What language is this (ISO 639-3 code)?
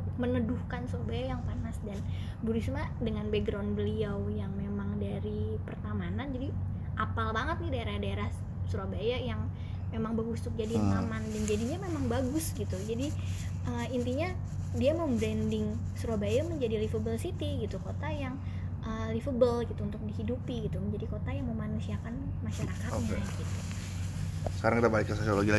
ind